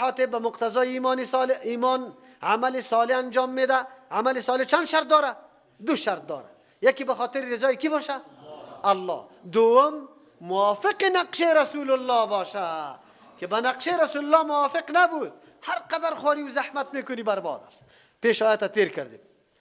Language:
Persian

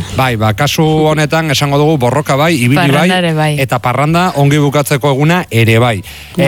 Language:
Basque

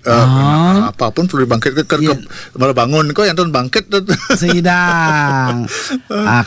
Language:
Balinese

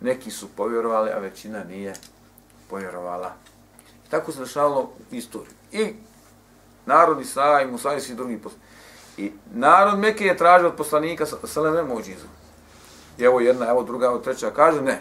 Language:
Bosnian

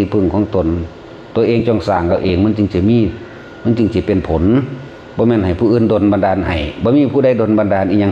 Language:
Northeastern Thai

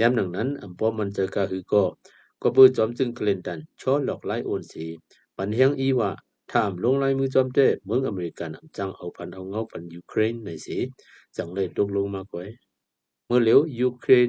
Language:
Shan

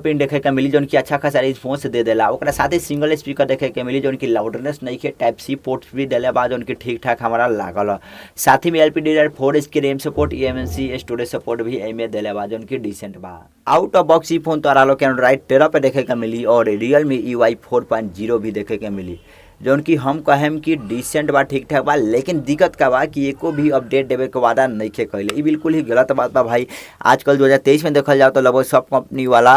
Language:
Bhojpuri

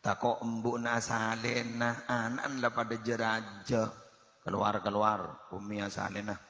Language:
Madurese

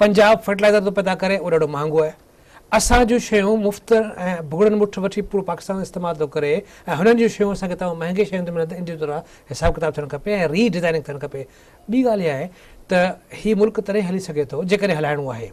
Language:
Sindhi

